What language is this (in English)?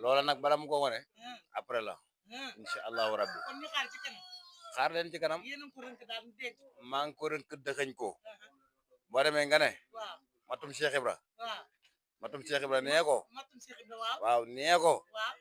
Wolof